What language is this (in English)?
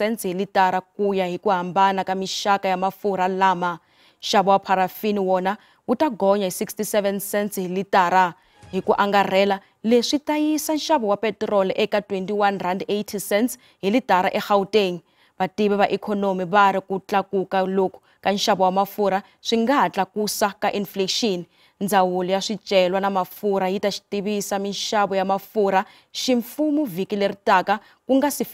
Tsonga